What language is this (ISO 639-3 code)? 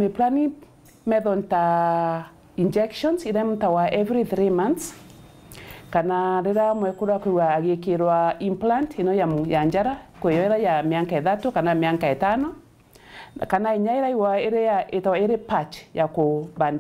mer